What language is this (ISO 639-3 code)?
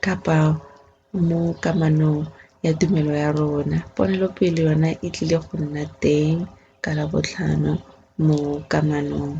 tsn